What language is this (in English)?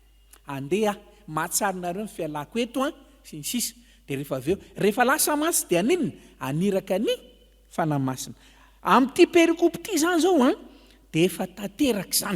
Malagasy